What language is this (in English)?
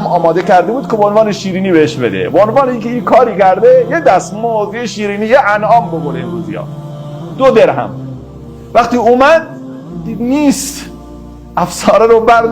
Persian